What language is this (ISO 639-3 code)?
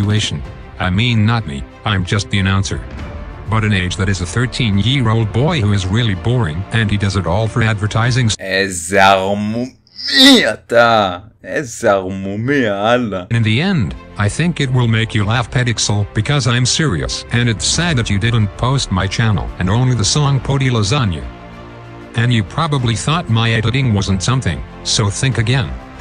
heb